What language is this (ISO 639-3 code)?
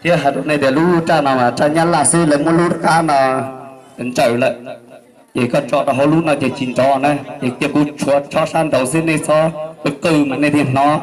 hmn